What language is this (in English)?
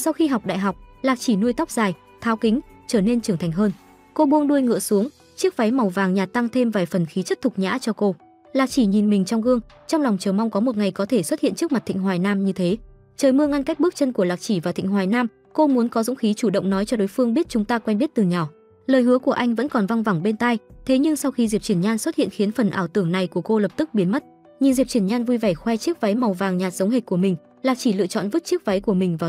Vietnamese